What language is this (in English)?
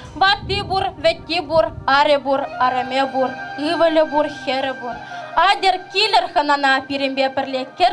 Chuvash